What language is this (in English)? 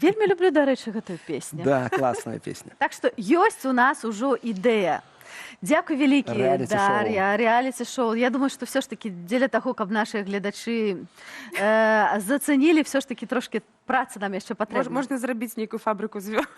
Belarusian